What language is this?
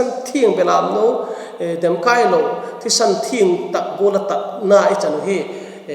Vaiphei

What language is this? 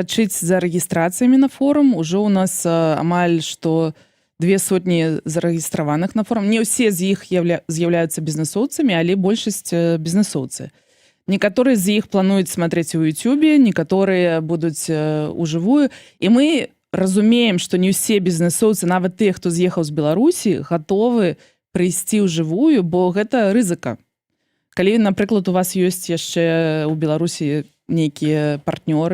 Belarusian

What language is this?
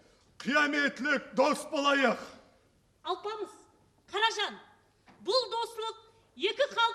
Kara-Kalpak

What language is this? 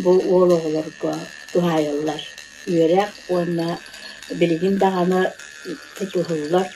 Yakut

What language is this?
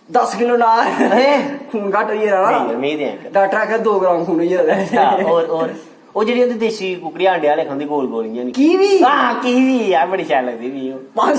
Dogri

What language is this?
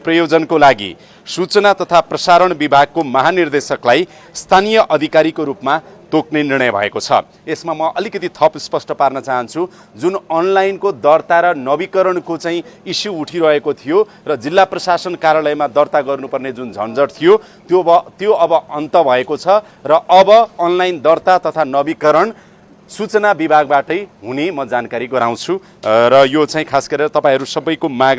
Nepali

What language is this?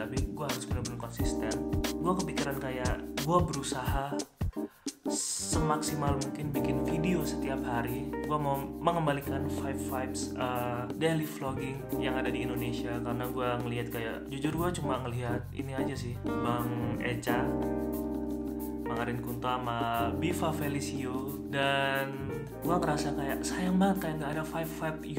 Indonesian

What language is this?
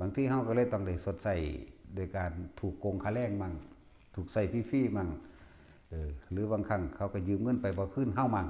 Northeastern Thai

